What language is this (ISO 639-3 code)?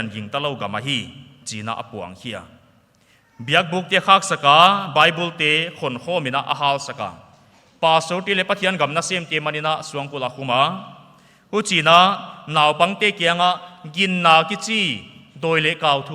pck